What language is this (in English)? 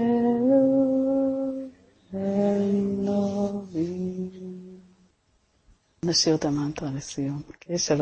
Hebrew